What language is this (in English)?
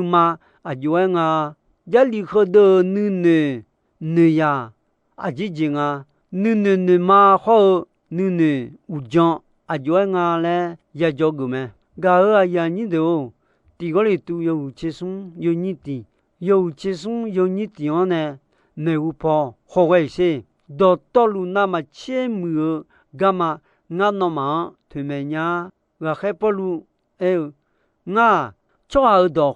Akha